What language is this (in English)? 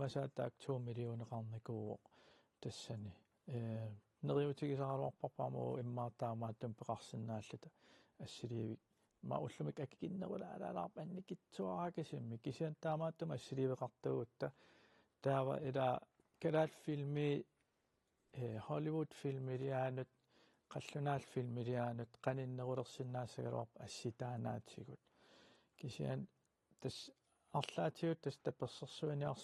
Kalaallisut